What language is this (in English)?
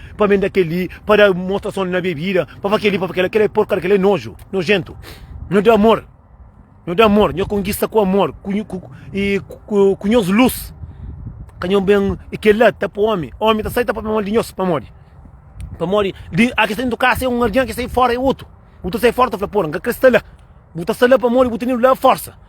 Kabuverdianu